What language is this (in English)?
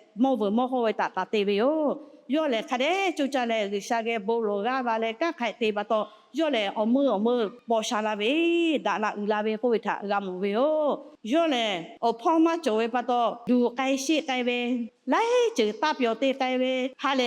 Lahu